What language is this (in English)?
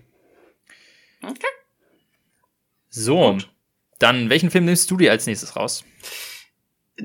German